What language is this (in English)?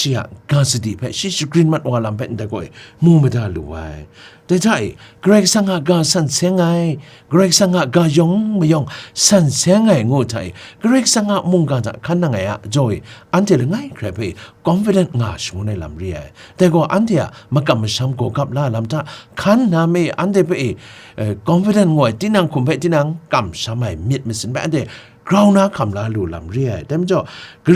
Kachin